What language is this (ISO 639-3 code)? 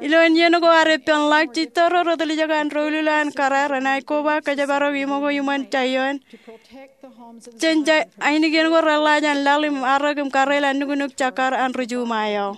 mah